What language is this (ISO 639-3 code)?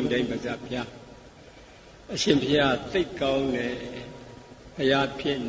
mya